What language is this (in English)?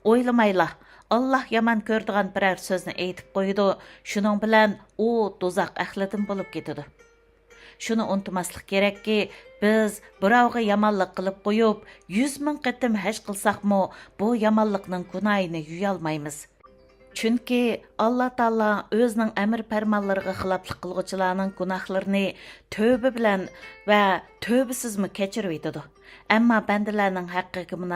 Uyghur